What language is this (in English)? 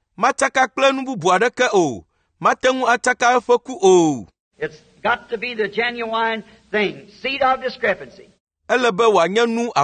Ewe